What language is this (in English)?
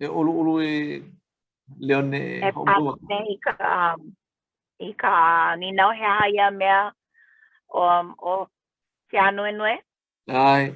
Hawaiian